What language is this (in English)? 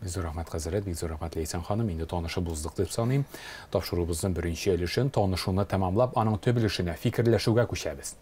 Tatar